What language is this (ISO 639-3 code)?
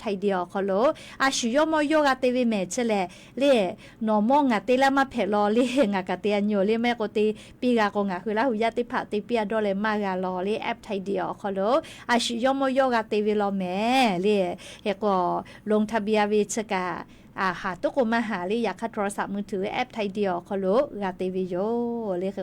lhu